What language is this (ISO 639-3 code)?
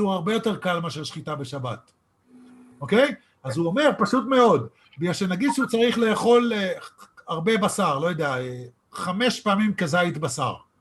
heb